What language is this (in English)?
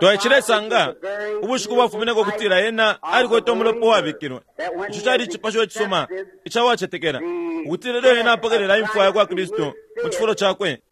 Bemba